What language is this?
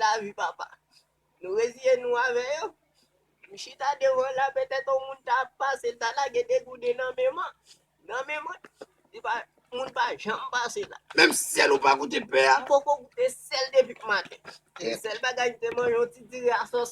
Haitian Creole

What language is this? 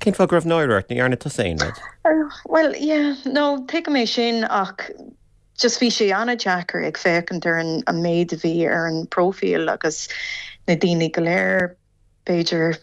Irish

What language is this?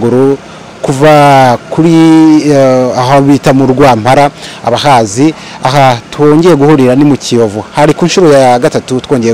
Kinyarwanda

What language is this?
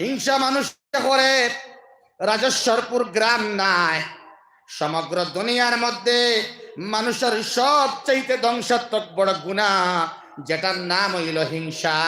Sylheti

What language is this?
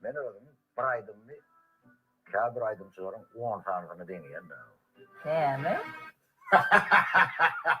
Turkmen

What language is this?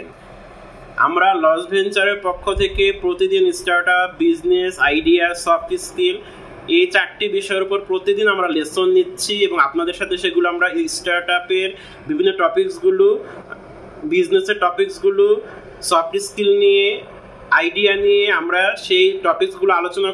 Bangla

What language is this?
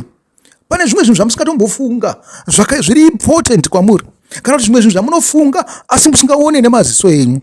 Shona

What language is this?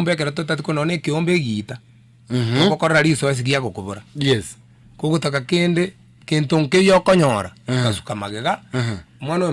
Gusii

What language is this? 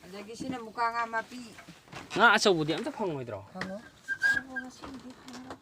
Manipuri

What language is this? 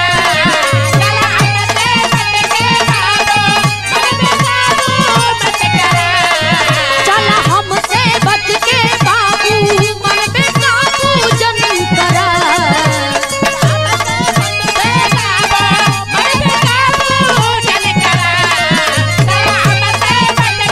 Bhojpuri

